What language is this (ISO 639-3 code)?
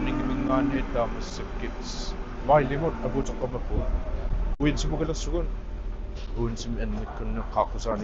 kal